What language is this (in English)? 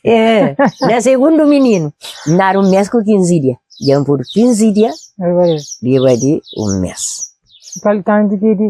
Kabuverdianu